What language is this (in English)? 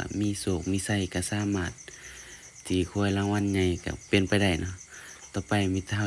Lao